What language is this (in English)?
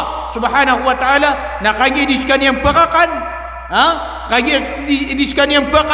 Maranao